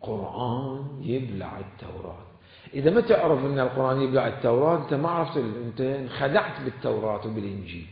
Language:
Mesopotamian Arabic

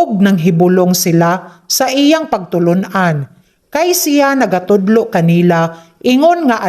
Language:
Cebuano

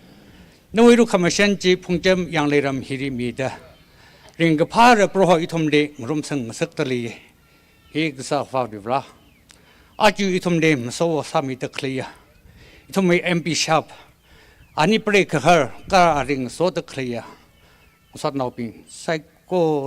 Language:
Tangkhul Naga (India)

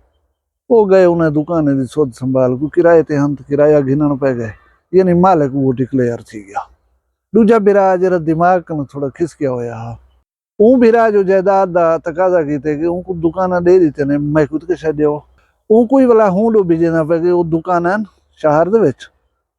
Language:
Saraiki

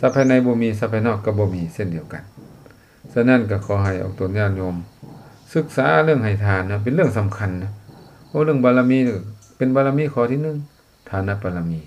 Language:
Lao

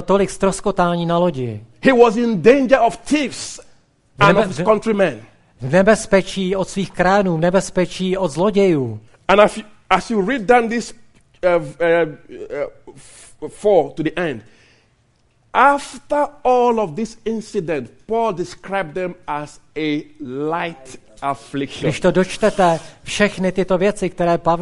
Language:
Czech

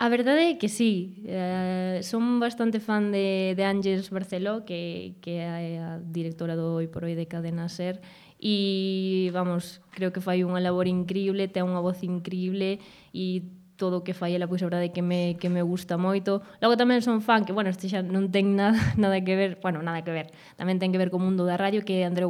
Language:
Galician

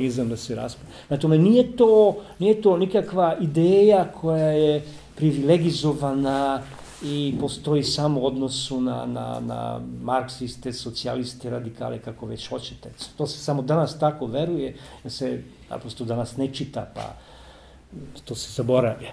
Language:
Serbian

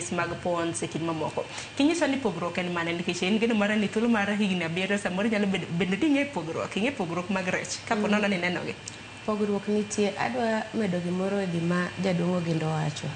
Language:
Luo (Kenya and Tanzania)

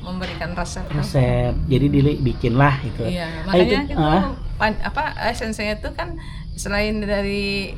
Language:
Banjar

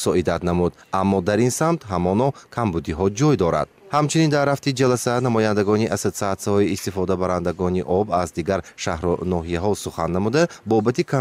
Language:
Tajik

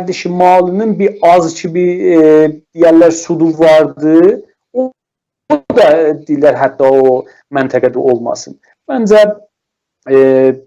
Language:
South Azerbaijani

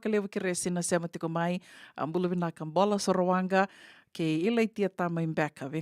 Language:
Fijian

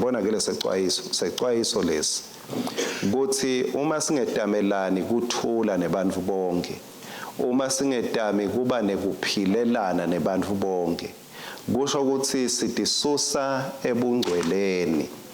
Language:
Swati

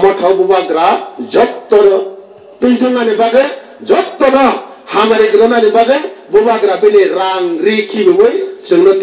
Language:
Kok Borok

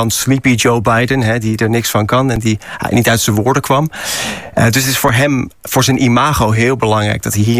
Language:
Dutch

